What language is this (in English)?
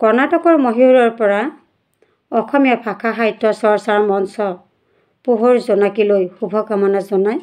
Assamese